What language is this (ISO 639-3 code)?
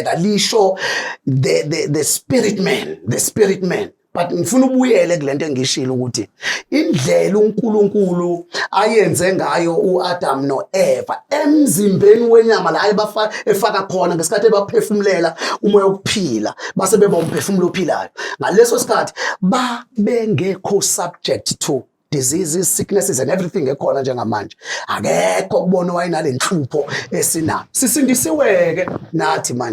zul